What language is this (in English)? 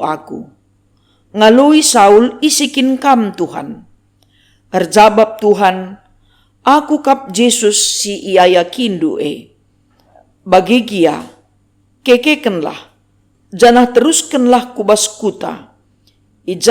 Batak Karo